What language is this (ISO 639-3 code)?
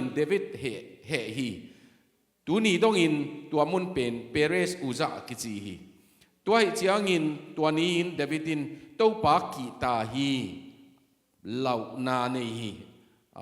ctd